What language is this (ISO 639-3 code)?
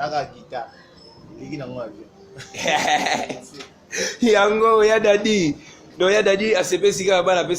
lin